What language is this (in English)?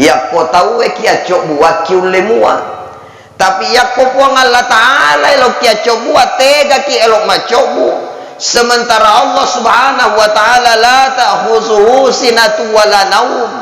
Buginese